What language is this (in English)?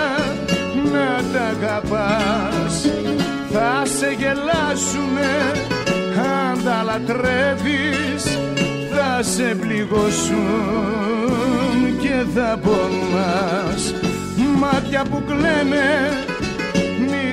Greek